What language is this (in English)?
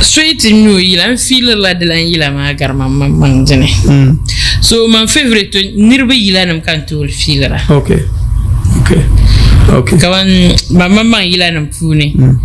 Dagbani